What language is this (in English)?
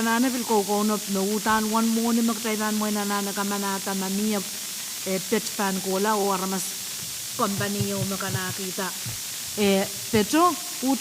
Pohnpeian